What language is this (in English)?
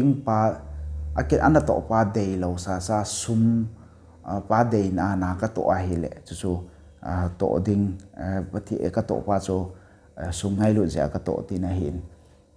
Thado Chin